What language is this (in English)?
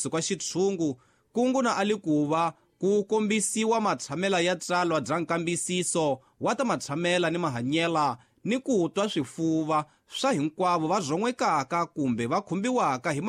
Tsonga